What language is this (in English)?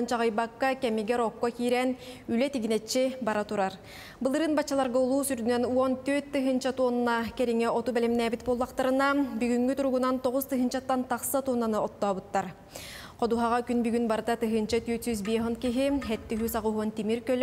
Yakut